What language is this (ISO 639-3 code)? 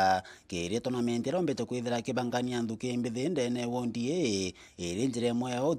mer